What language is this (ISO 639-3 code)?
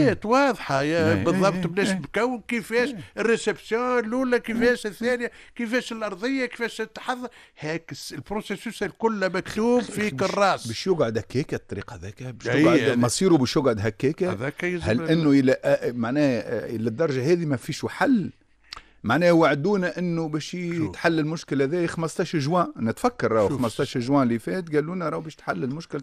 aeb